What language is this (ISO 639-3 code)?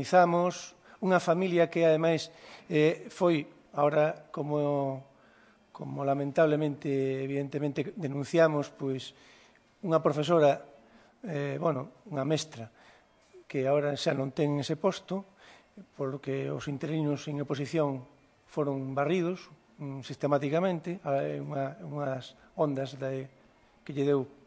glg